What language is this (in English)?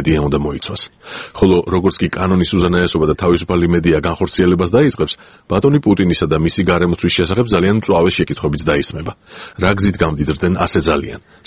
Georgian